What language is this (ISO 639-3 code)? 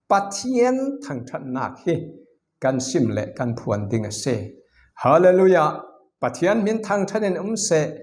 cfm